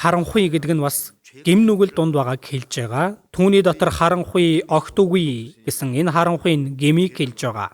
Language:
Mongolian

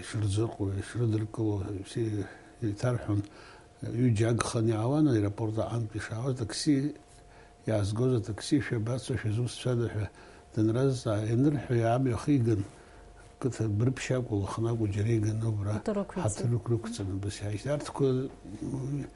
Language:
Abkhazian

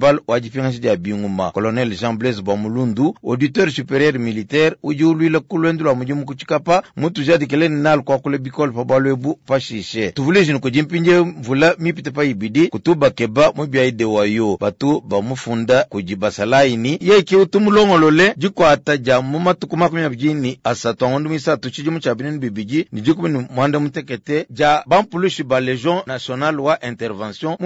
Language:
Luba-Lulua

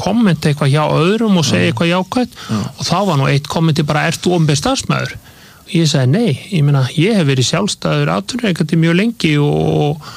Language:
Icelandic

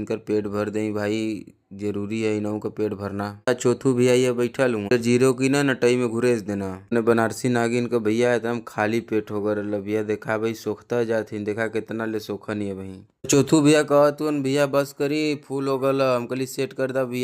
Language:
Bhojpuri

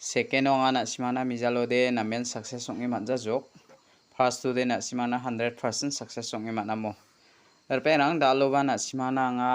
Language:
Garo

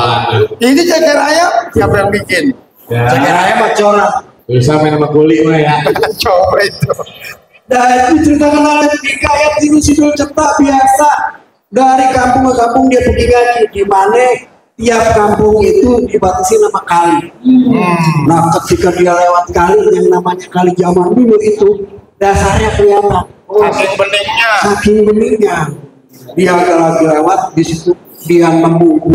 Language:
Betawi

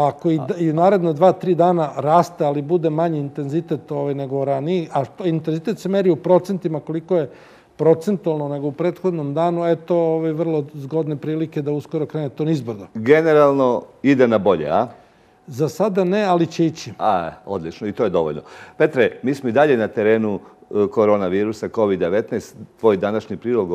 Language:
Serbian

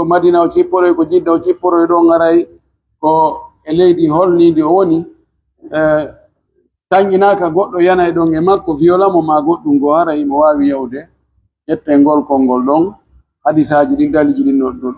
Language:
Pular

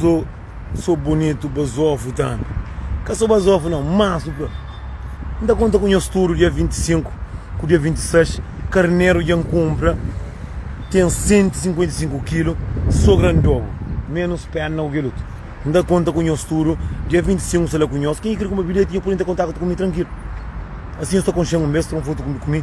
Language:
Kabuverdianu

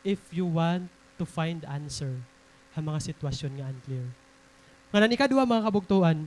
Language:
Waray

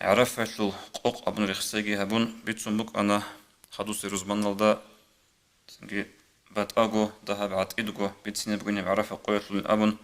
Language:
Avaric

